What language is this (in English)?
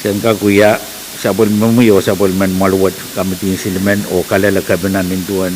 Pohnpeian